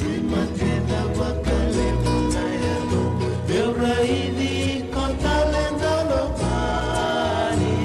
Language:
Fijian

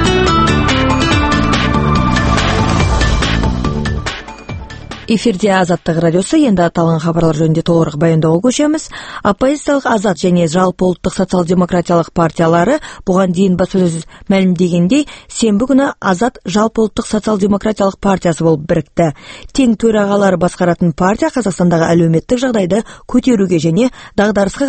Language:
Kazakh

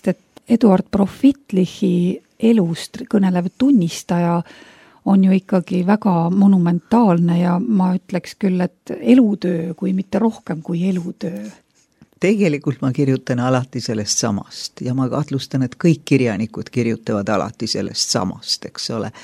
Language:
Estonian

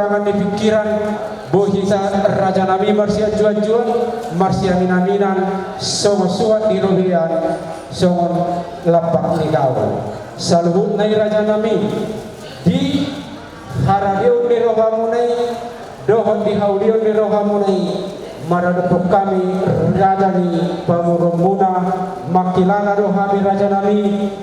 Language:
Batak Toba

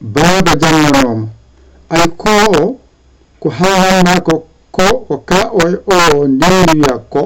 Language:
Fula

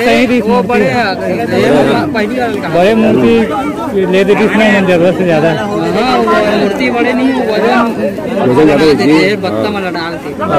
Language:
Chhattisgarhi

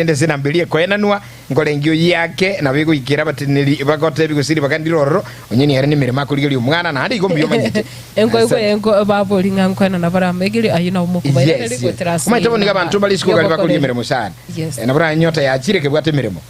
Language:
Gusii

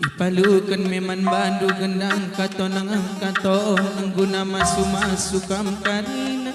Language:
Batak Karo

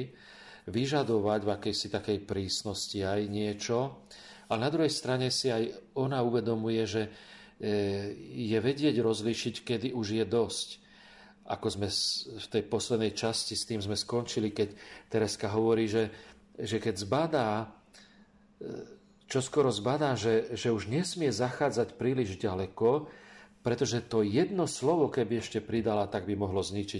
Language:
Slovak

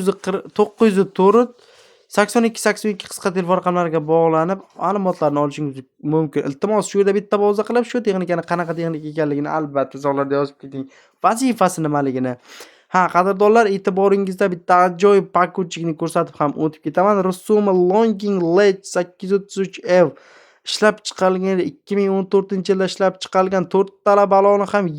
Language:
Uzbek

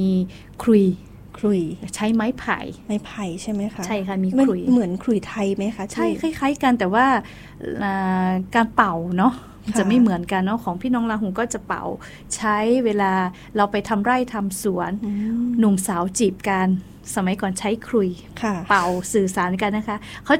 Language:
Thai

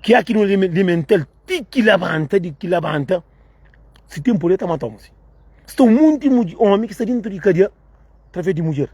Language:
Kabuverdianu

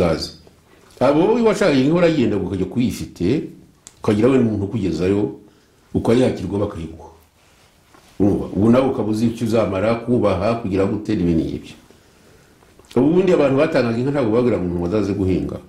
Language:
Kinyarwanda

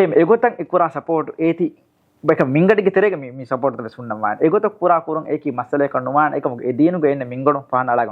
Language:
Divehi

